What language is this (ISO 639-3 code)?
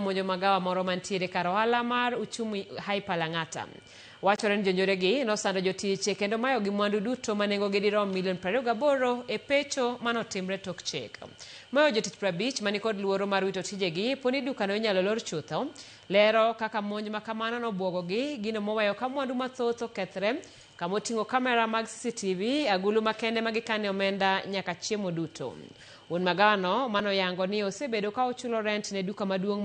luo